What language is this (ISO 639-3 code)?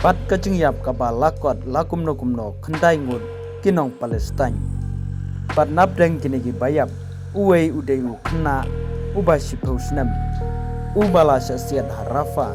kha